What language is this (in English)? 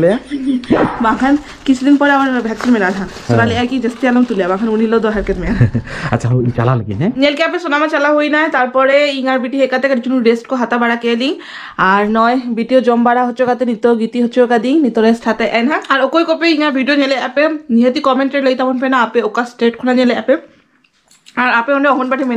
Santali